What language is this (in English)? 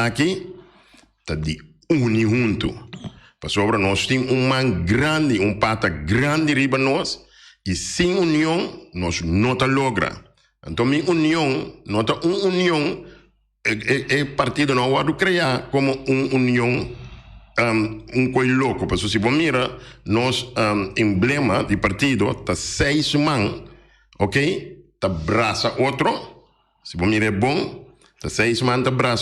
Papiamento